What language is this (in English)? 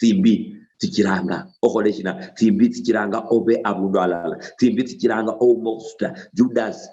Luyia